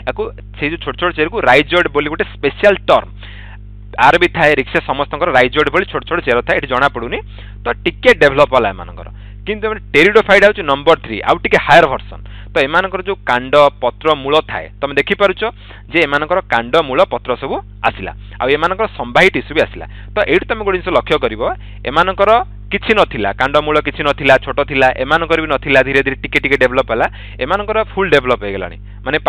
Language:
Odia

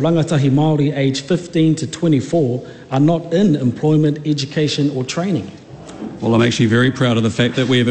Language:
English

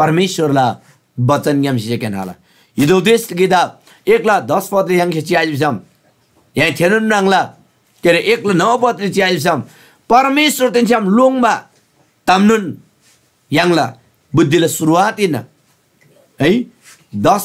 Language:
Eastern Tamang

